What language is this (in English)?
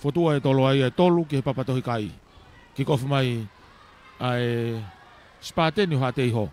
Tongan